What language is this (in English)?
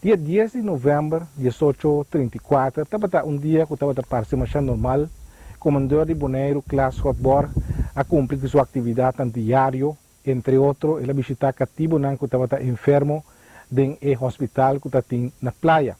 Papiamento